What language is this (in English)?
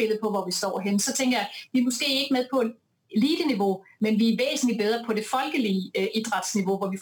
Danish